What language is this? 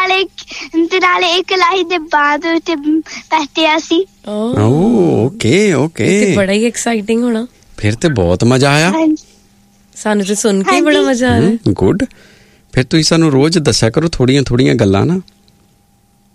Punjabi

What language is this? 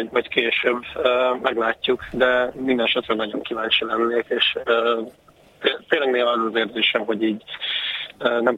Hungarian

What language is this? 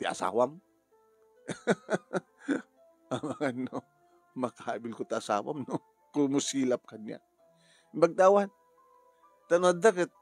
Iloko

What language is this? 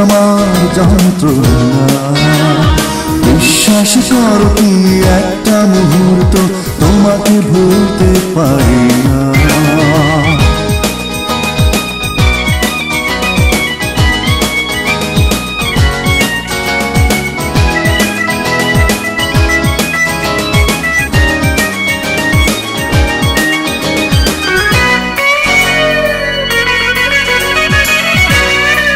Bangla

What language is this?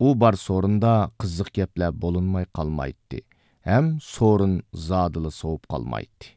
Uyghur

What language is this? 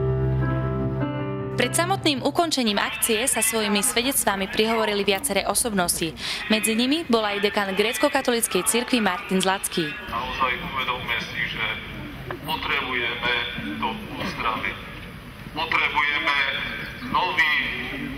Slovak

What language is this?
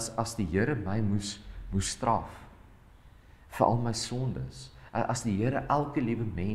Afrikaans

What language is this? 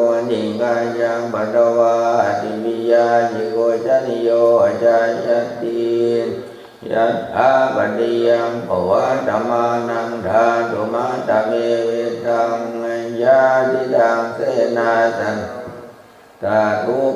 Pali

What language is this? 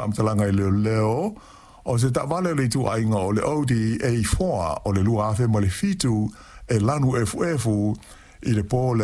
Samoan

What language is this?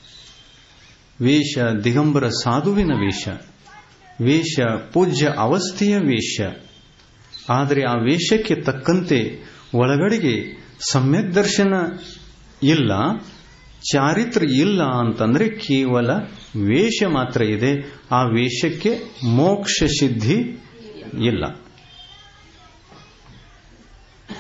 Kannada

